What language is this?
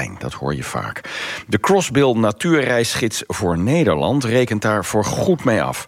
Dutch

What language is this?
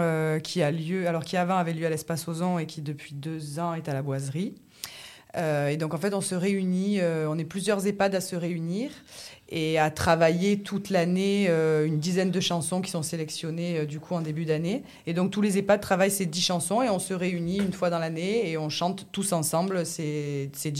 French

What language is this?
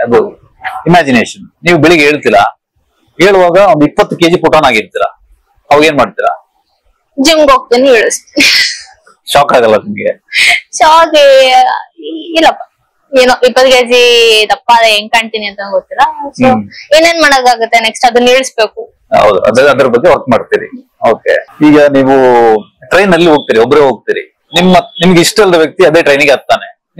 Kannada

